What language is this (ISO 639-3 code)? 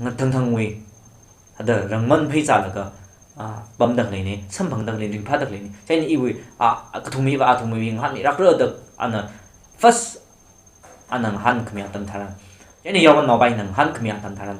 nmf